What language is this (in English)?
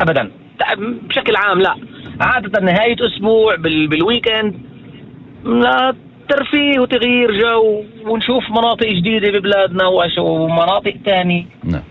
North Levantine Arabic